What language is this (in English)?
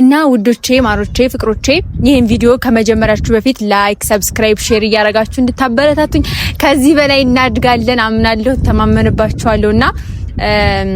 Amharic